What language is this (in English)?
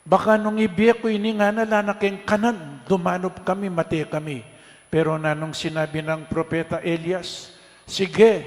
Pampanga